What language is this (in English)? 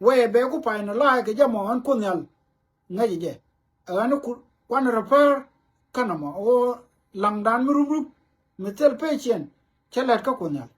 Nuer